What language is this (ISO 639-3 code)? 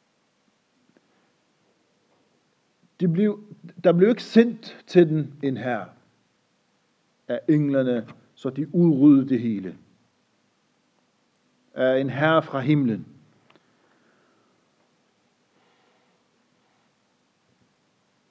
dan